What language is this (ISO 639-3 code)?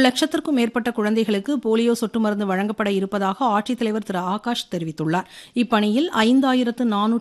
tam